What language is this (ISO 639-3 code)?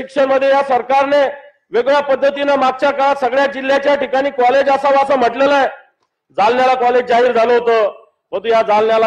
mar